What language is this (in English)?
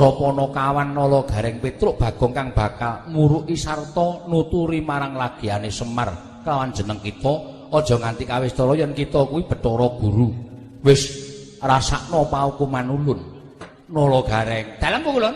Javanese